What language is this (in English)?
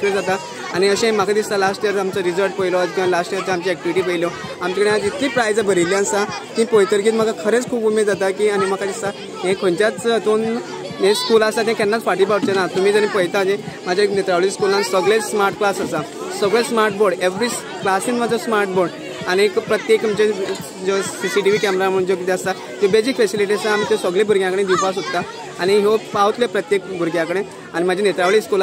Konkani